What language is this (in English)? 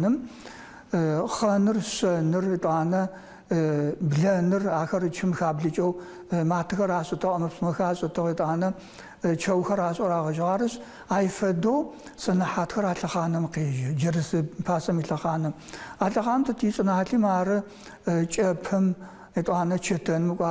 Adyghe